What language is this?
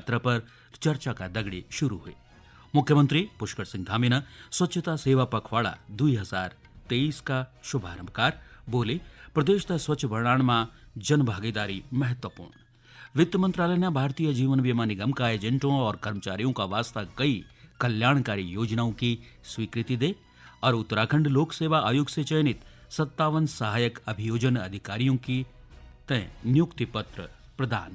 Garhwali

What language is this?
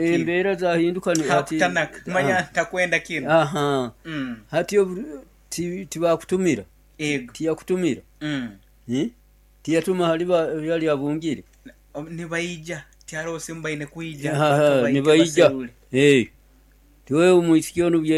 Nyoro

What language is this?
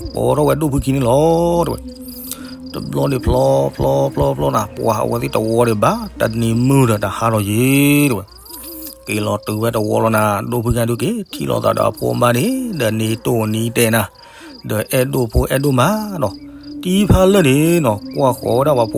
S'gaw Karen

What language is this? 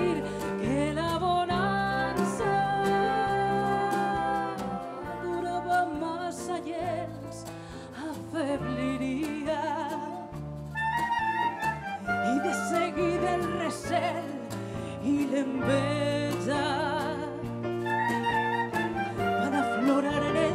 Catalan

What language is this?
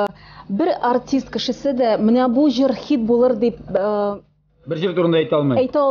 Tatar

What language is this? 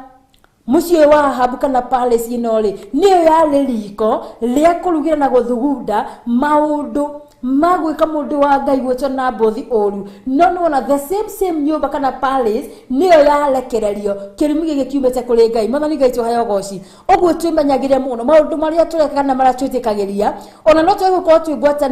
Kikuyu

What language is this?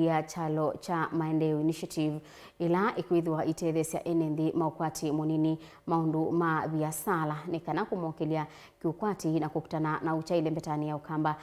Kamba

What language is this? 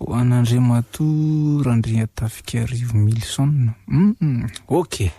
Malagasy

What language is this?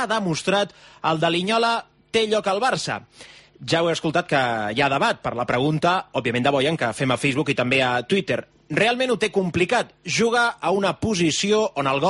Catalan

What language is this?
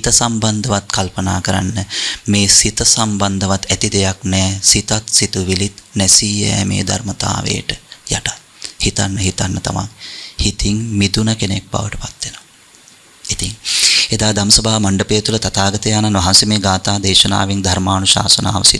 Sinhala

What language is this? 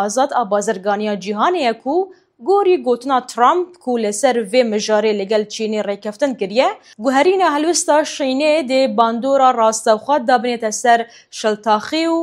Kurdish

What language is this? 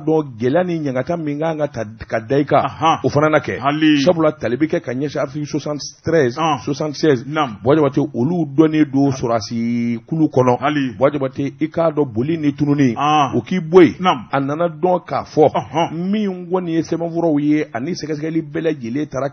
Bambara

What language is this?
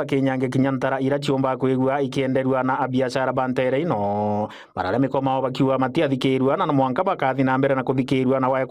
Meru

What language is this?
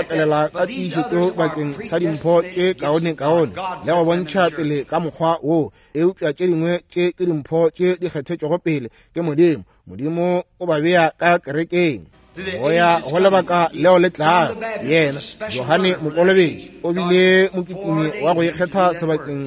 Northern Sotho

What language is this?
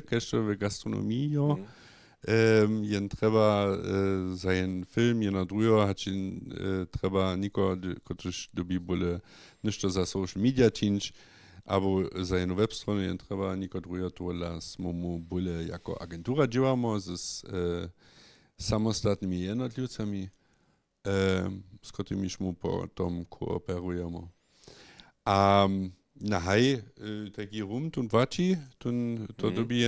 Upper Sorbian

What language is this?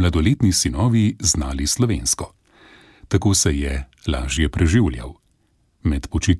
Slovenian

